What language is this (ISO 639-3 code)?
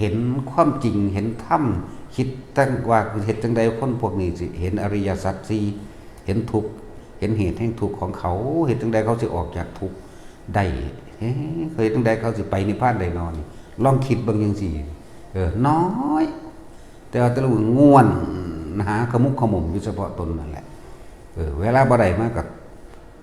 tts